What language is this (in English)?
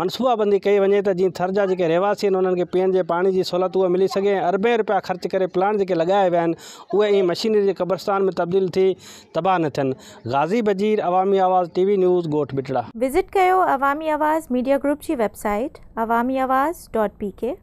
Sindhi